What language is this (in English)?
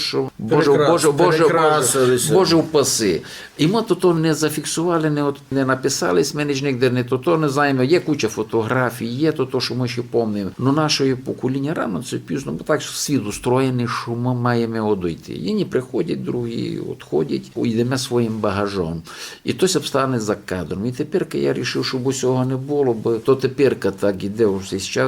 Rusyn